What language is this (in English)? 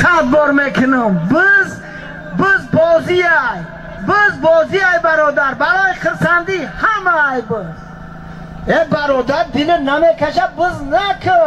Tajik